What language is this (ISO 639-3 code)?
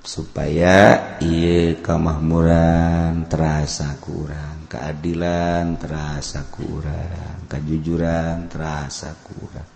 sun